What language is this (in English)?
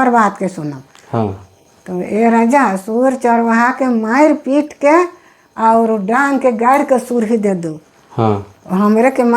Sadri